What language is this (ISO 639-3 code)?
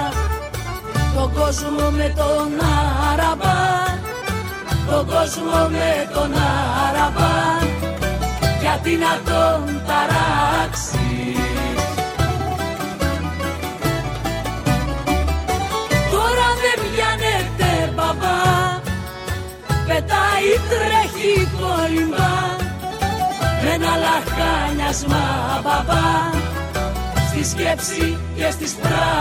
ell